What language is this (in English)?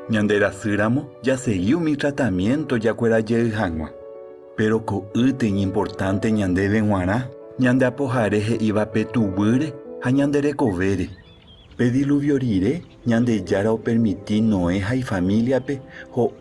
Guarani